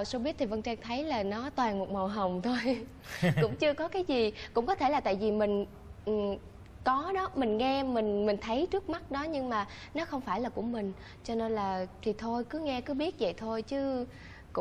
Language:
Vietnamese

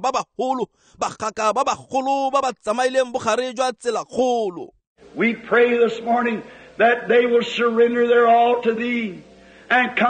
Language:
Tswana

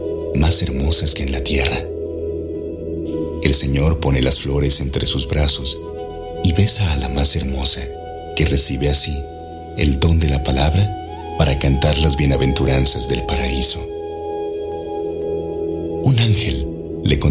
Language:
Spanish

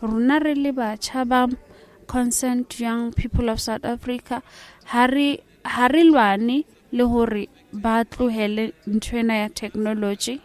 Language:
Southern Sotho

